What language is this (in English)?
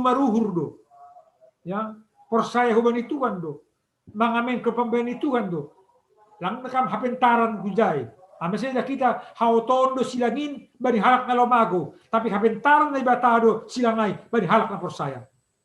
Batak Simalungun